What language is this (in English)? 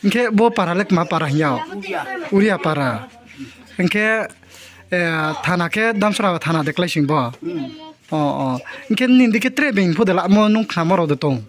Riang (India)